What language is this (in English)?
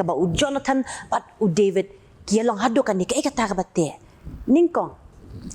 Khasi